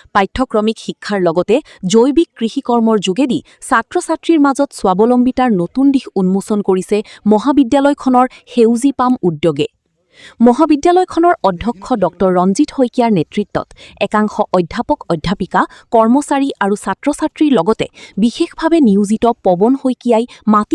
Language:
Assamese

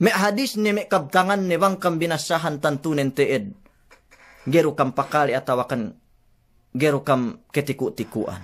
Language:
Yakan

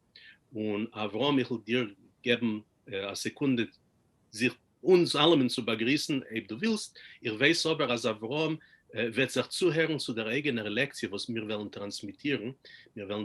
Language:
Yiddish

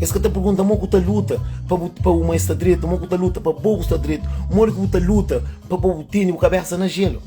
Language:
Kabuverdianu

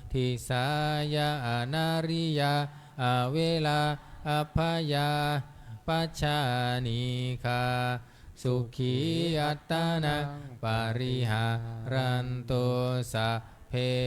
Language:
Pali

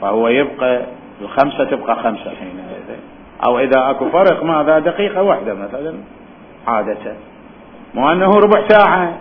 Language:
Mesopotamian Arabic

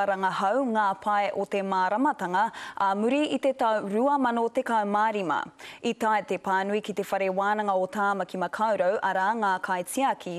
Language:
Māori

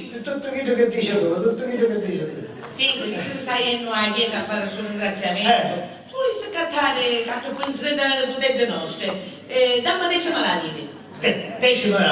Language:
Sicilian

